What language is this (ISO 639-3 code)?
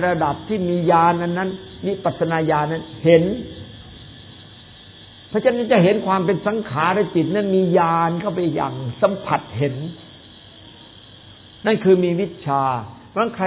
tha